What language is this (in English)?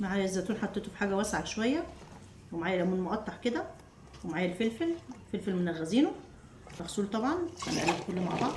Egyptian Arabic